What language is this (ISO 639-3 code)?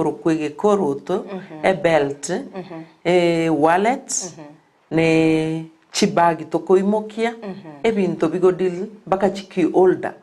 guz